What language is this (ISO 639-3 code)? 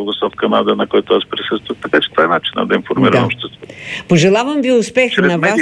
bul